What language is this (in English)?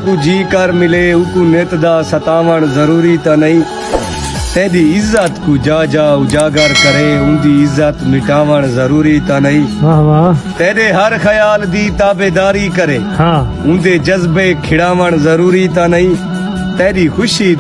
Saraiki